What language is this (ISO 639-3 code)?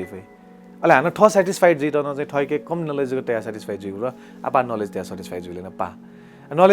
new